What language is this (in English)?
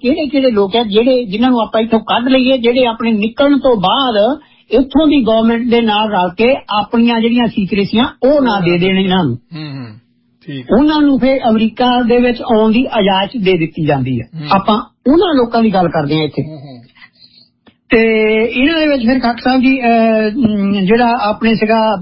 Punjabi